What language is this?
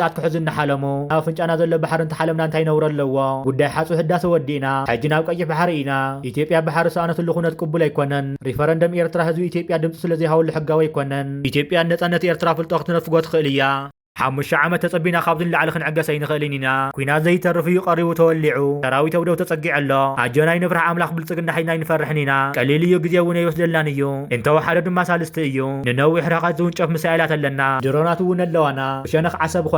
Tigrinya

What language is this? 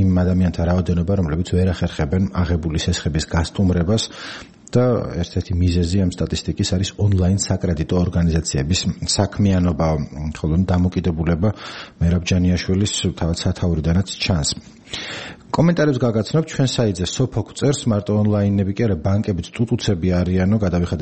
Georgian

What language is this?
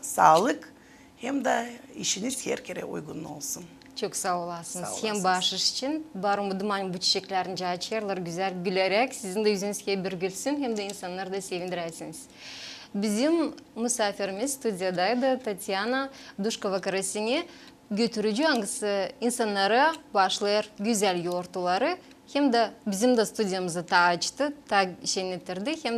Gagauz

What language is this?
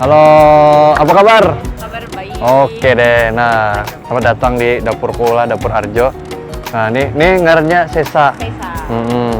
Banjar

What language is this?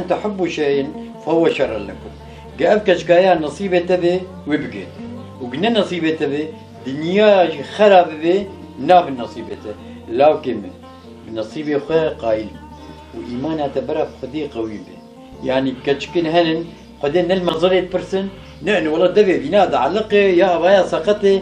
Kurdish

